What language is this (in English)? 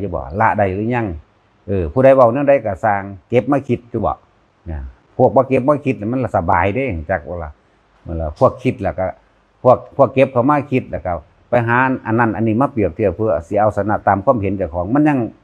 Northeastern Thai